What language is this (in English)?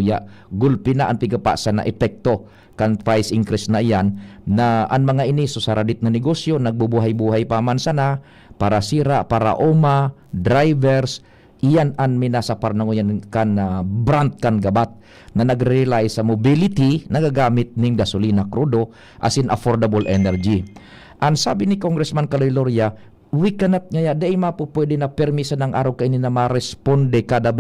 Bikol